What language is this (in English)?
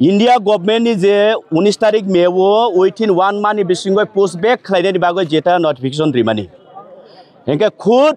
Kok Borok